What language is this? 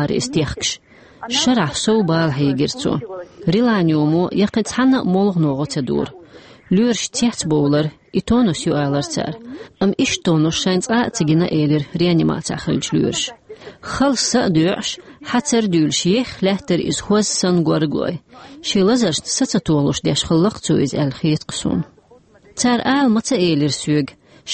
Chechen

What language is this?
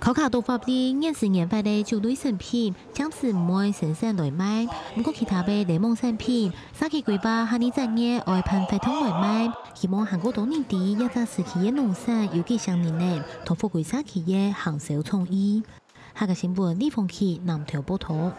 Hakka Chinese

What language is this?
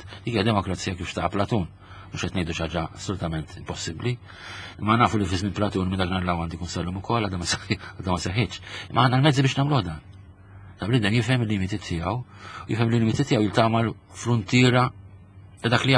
Maltese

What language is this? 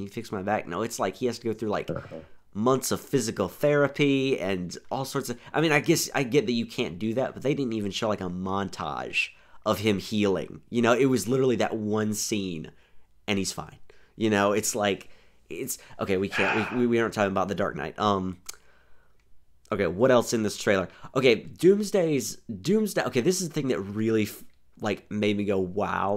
English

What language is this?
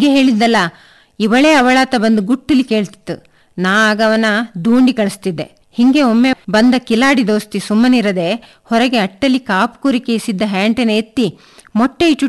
Kannada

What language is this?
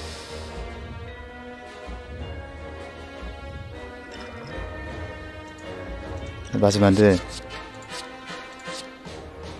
Korean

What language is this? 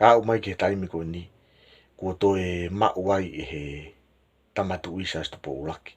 Tongan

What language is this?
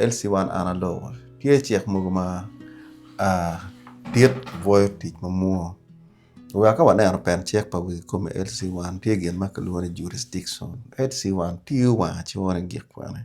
Acoli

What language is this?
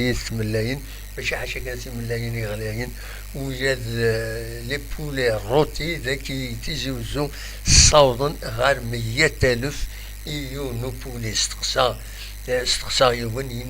Kabyle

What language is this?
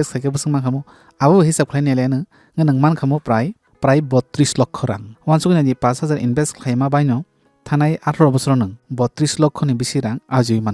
Kok Borok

